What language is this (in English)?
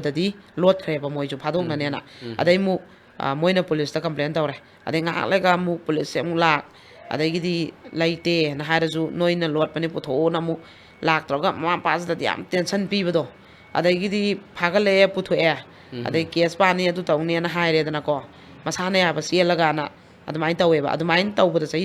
Manipuri